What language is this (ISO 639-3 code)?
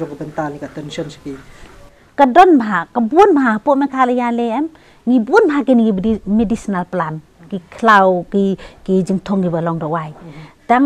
kha